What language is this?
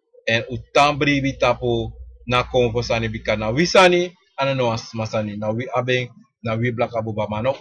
Sranan Tongo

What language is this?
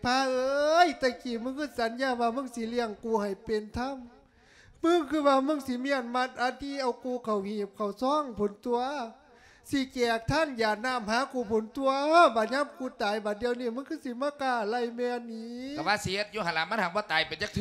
Lao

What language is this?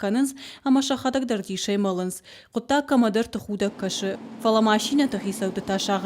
Ossetic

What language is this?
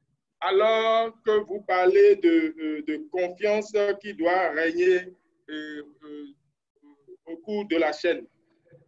French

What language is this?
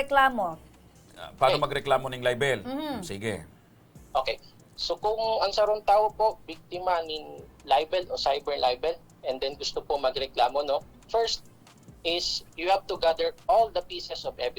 Bikol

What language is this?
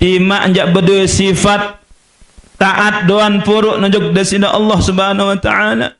Sasak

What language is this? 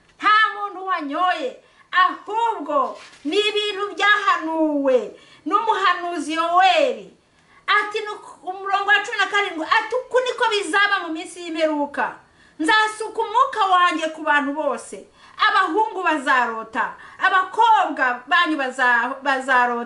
Kinyarwanda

